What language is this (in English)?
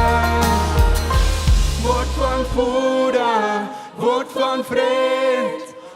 Plautdietsch